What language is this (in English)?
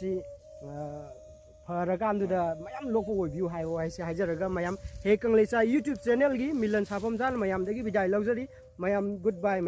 Manipuri